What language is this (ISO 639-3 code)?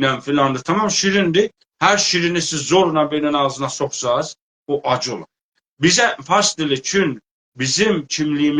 azb